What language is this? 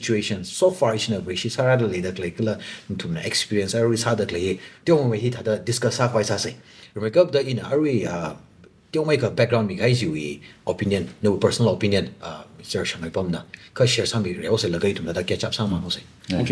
Tangkhul Naga (India)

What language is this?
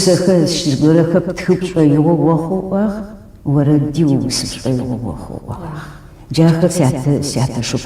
Adyghe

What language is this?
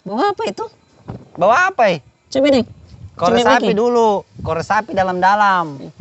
Makassar Malay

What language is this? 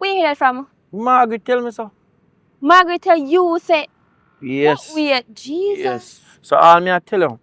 Jamaican Creole English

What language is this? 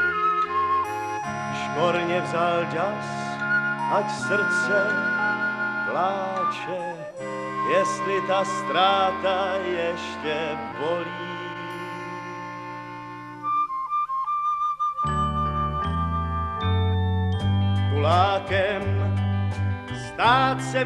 Czech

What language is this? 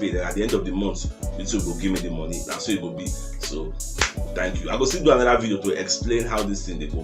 Nigerian Pidgin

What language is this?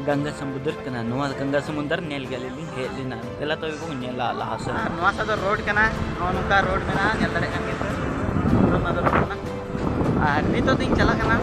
Santali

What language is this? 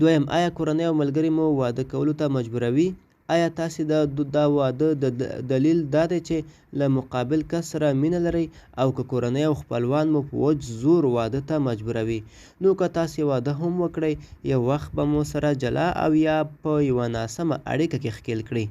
Pashto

